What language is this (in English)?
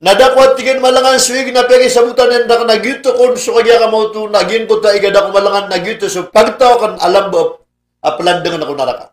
Maranao